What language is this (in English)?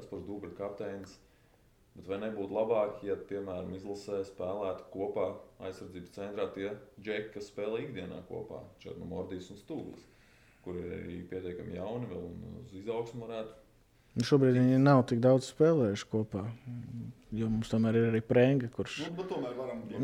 Latvian